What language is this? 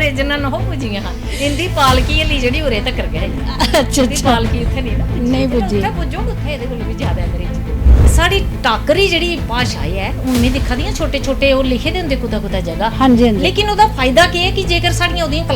Dogri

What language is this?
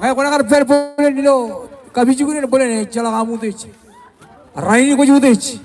Marshallese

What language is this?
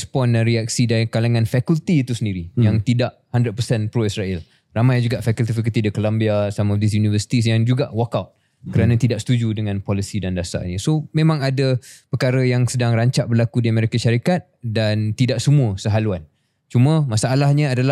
Malay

